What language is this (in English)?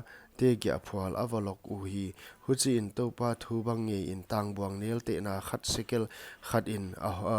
Paite Chin